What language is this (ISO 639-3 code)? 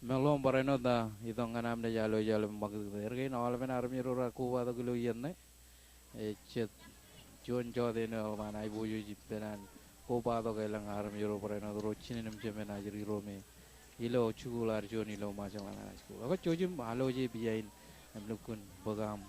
mah